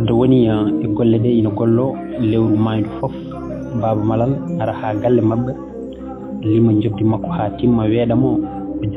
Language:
Fula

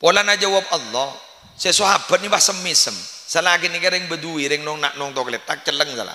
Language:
Madurese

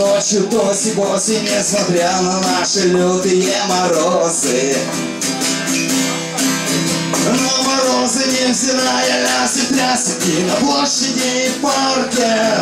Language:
Russian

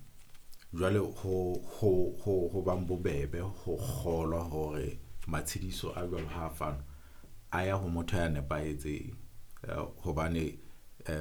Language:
Southern Sotho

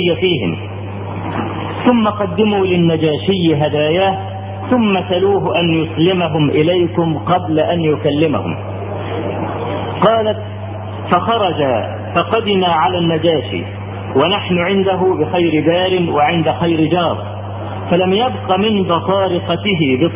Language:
Arabic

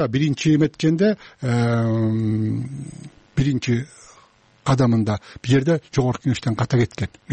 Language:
Kyrgyz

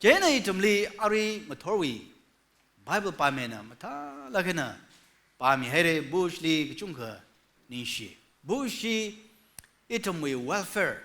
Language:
Tangkhul Naga (India)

